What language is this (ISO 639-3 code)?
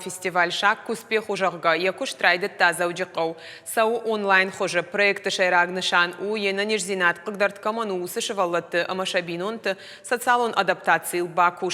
oss